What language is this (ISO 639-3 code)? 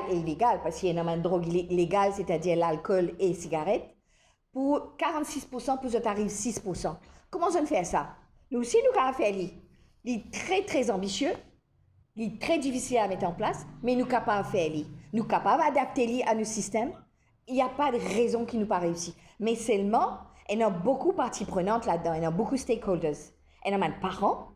mfe